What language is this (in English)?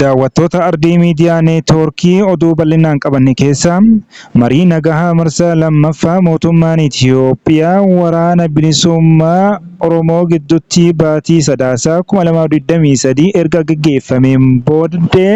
Oromo